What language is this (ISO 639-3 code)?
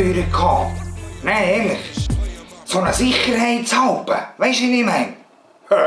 gsw